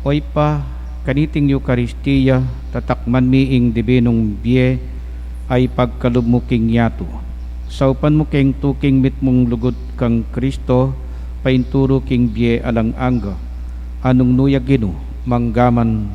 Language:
Pampanga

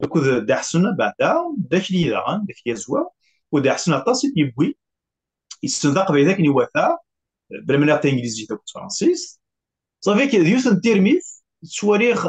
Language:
Kabyle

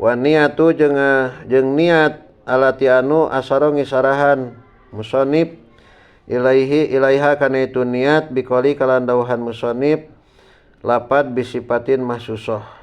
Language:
Sundanese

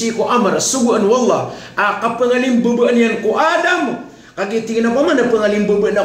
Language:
Maranao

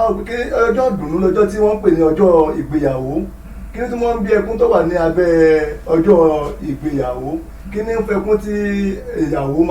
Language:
Yoruba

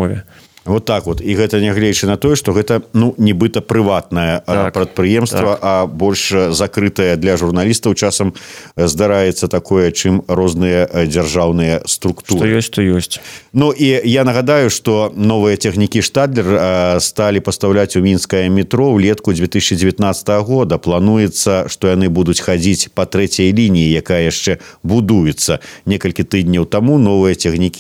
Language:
Belarusian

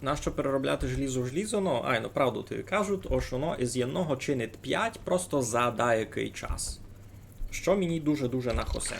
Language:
Rusyn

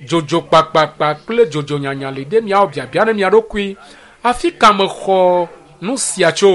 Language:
Ewe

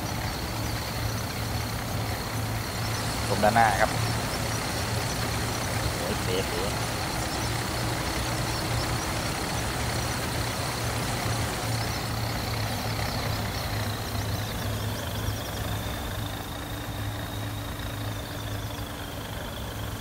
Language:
Thai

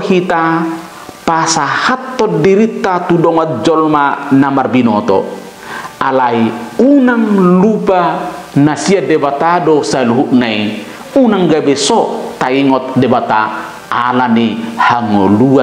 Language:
Batak Toba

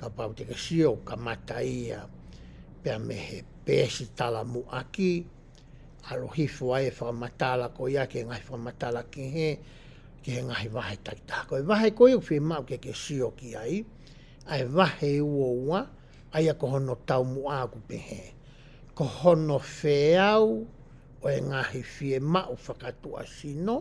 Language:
Tongan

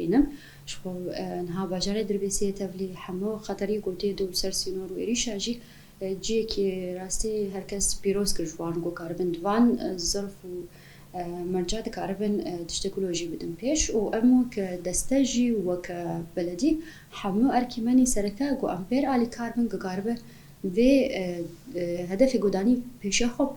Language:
Kurdish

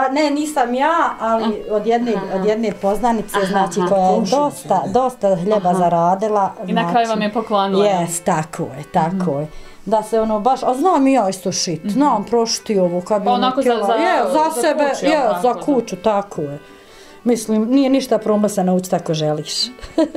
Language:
Bosnian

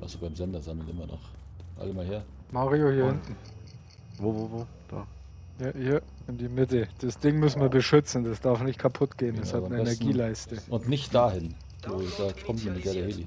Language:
Bavarian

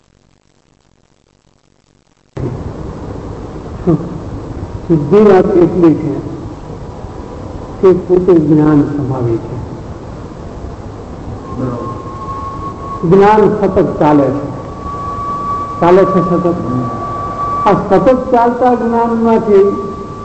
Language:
Gujarati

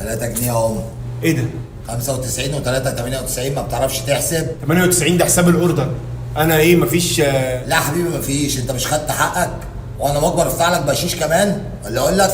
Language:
Egyptian Arabic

